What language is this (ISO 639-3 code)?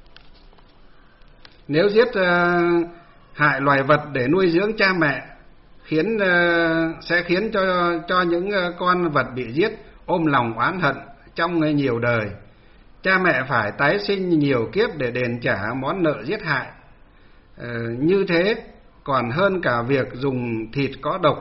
vie